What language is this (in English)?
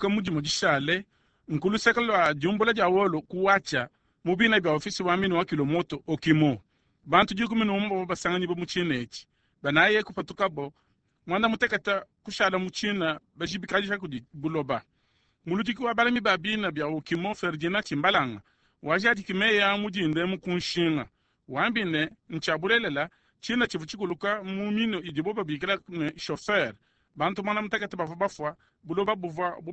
Luba-Lulua